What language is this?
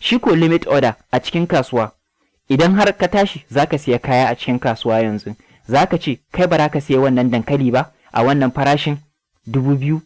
Hausa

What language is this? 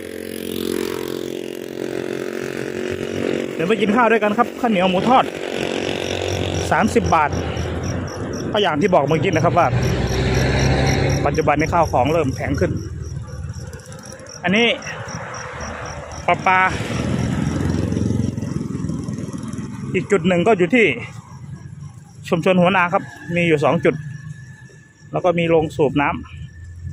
Thai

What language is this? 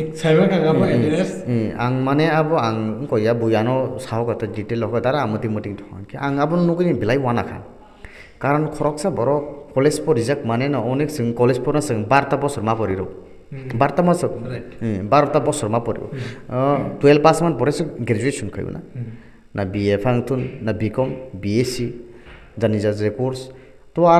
Kok Borok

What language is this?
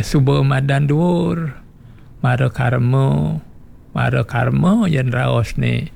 Balinese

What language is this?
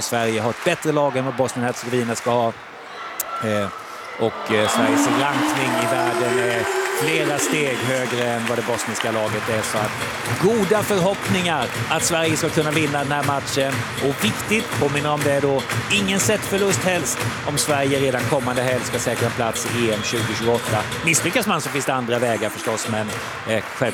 Swedish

